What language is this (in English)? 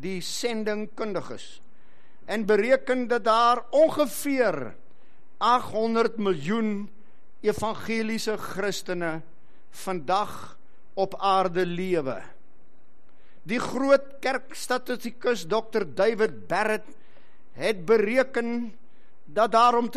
Afrikaans